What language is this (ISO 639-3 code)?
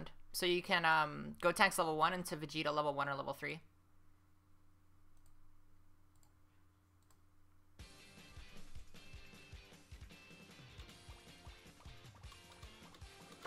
eng